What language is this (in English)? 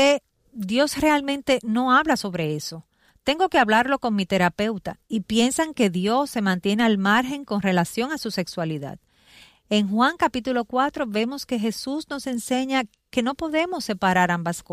Spanish